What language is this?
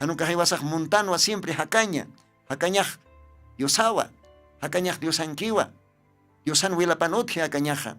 Aymara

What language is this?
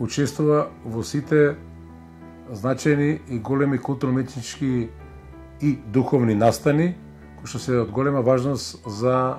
Macedonian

